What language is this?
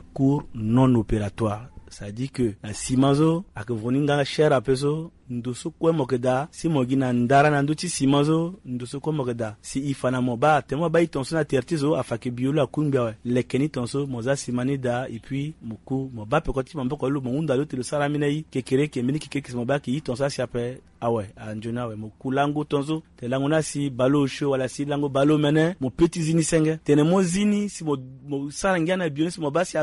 Sango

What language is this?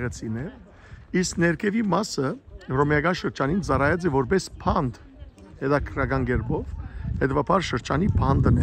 Western Armenian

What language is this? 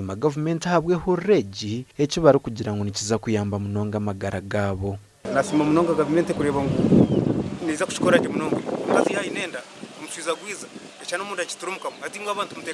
Nyankole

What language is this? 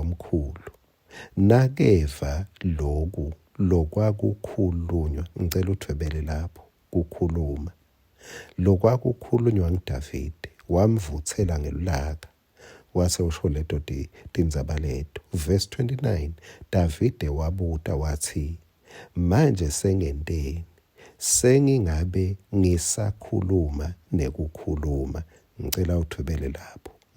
Swati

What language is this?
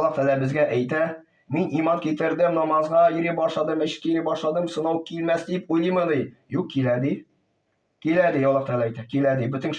Tatar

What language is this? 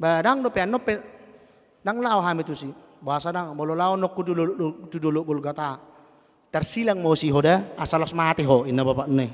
Batak Toba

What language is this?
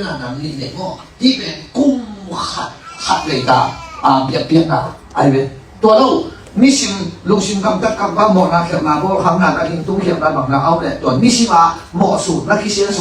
Tedim Chin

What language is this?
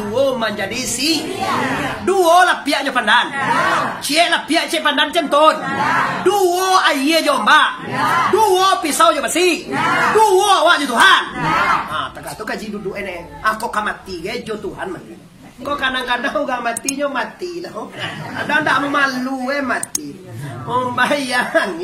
Minangkabau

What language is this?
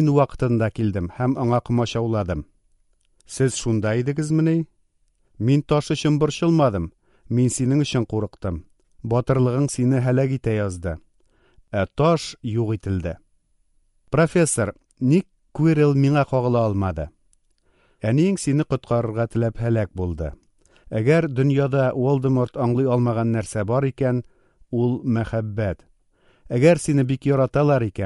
Tatar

